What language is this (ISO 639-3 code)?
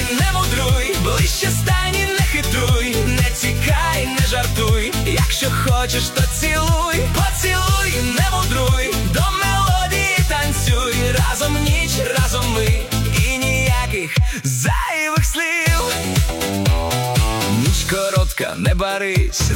ukr